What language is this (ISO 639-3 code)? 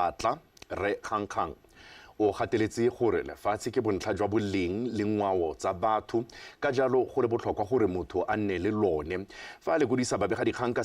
tsn